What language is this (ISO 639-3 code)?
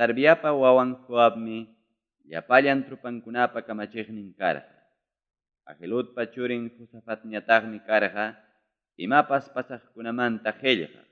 quy